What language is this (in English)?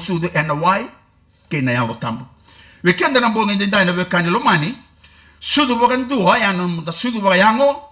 Fijian